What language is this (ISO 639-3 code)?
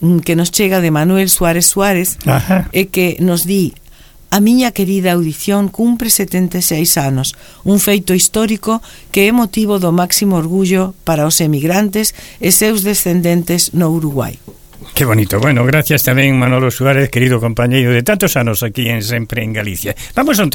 glg